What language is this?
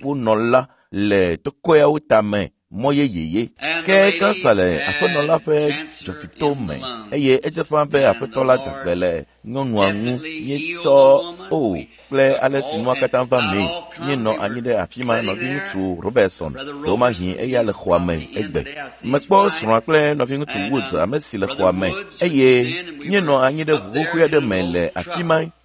Ewe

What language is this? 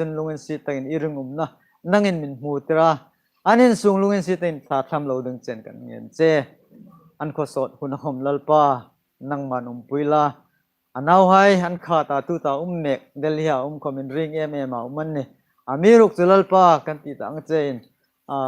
Hmar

